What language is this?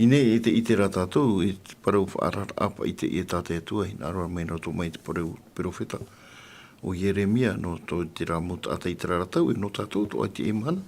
Tahitian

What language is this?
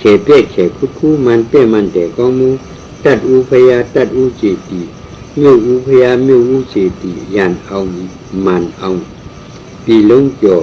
Shan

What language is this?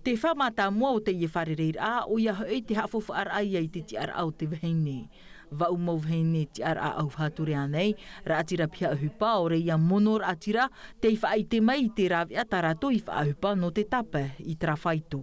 Tahitian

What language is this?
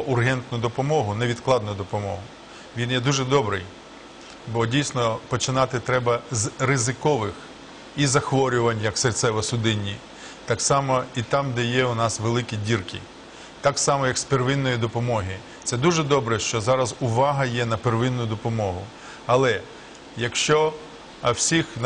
Ukrainian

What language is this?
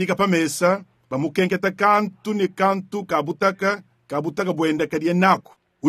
Luba-Lulua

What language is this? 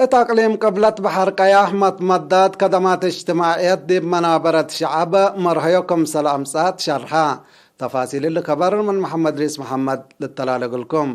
Tigre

